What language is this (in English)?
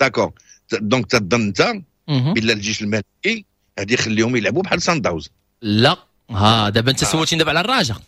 Moroccan Arabic